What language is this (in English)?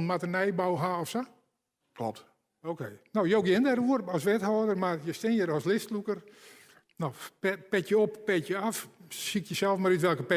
Western Frisian